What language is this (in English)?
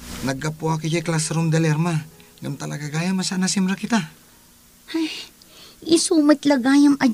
Iloko